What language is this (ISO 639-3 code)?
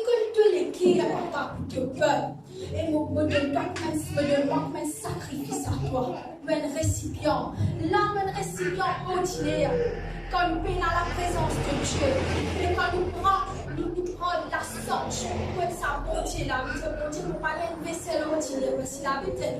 mfe